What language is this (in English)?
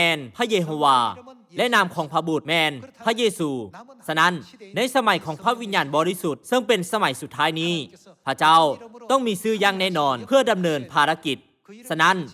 Lao